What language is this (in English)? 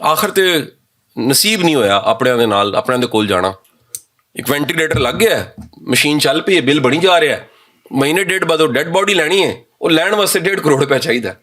Western Panjabi